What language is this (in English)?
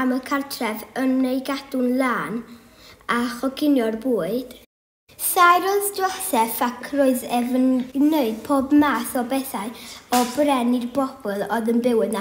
Welsh